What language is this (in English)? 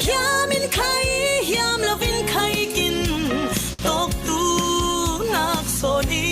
Falam Chin